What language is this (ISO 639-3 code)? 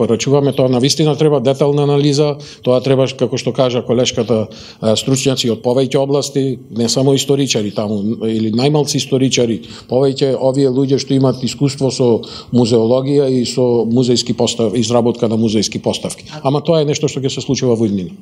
mkd